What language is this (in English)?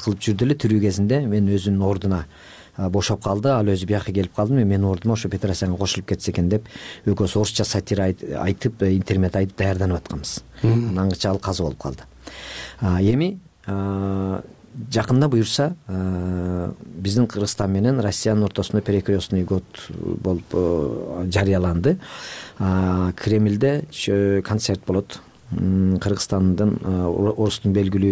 Kyrgyz